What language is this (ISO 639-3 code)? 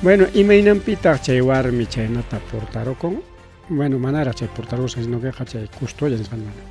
quy